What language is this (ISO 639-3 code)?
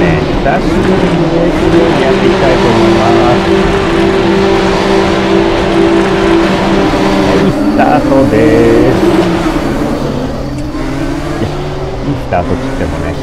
jpn